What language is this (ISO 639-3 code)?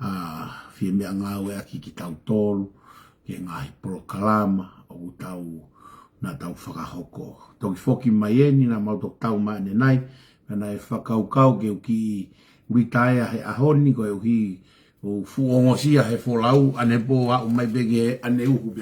ton